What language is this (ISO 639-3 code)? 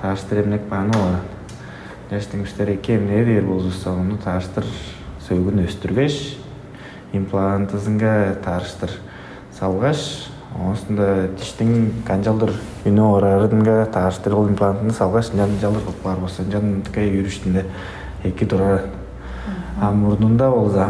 tyv